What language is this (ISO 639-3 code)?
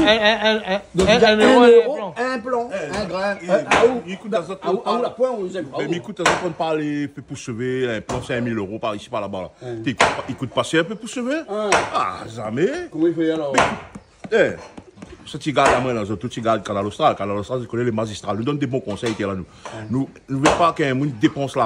rcf